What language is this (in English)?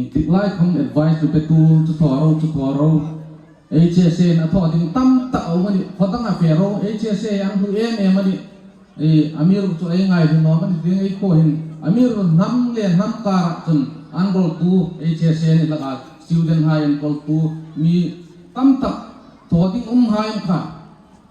Hmar